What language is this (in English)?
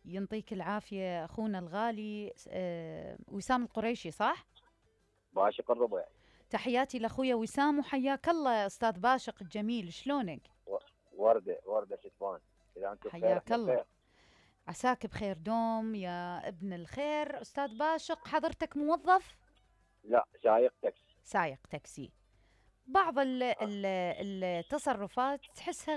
Mesopotamian Arabic